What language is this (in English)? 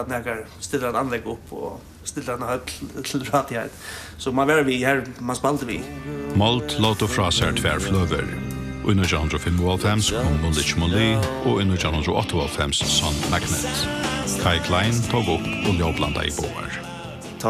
Faroese